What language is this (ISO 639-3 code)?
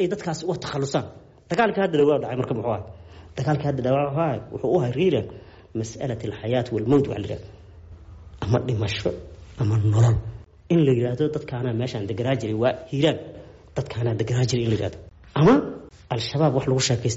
som